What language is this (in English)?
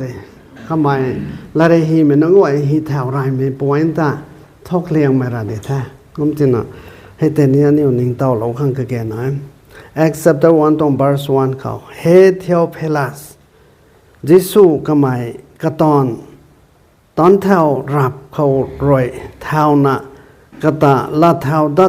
Rongmei Naga